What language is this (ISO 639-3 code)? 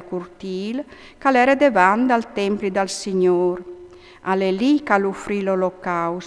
fur